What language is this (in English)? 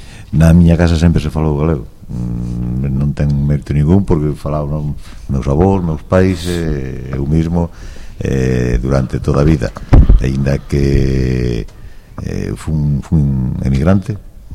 Galician